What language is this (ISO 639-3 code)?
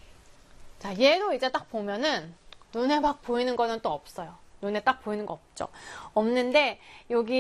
kor